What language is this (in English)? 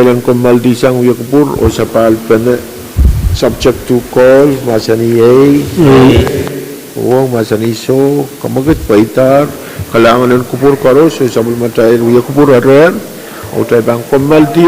Pohnpeian